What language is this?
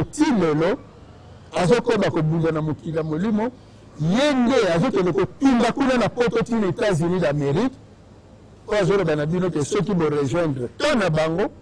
Lingala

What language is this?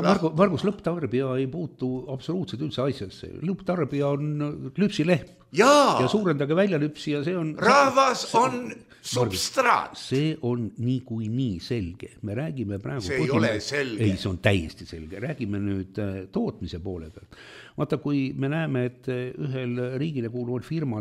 Estonian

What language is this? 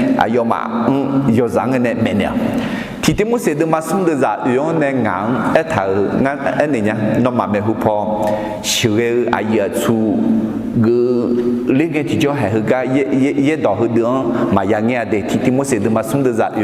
Akha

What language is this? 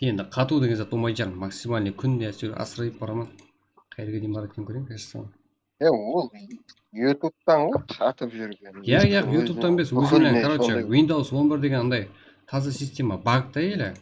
Kara-Kalpak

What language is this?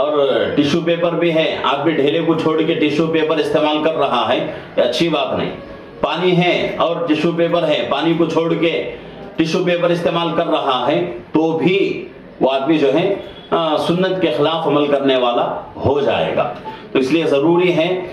Urdu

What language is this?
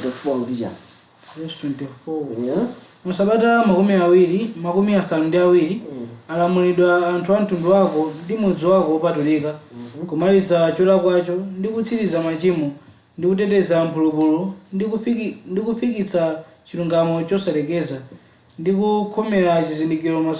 Nyanja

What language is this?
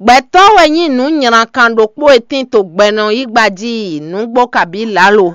Fon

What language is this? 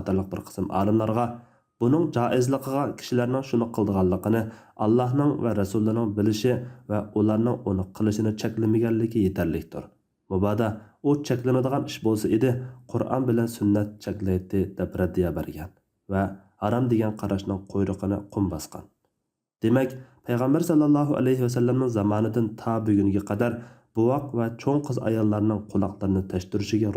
Uyghur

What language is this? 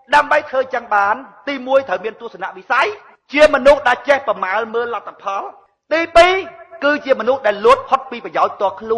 Khmer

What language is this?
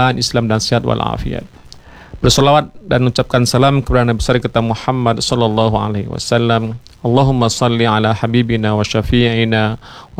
Indonesian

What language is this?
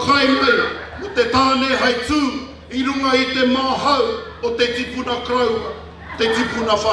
Māori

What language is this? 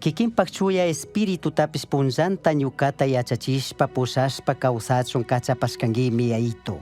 Chimborazo Highland Quichua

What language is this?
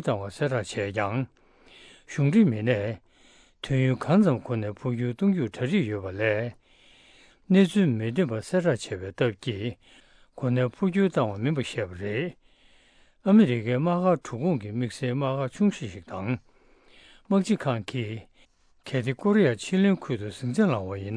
Tibetan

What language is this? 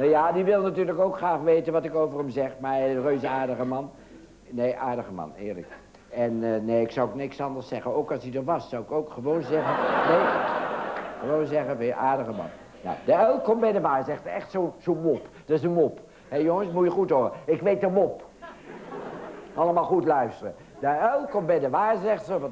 Dutch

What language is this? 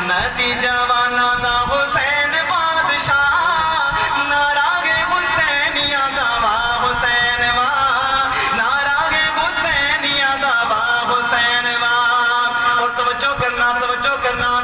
Saraiki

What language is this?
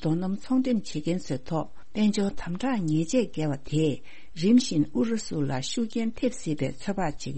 Tibetan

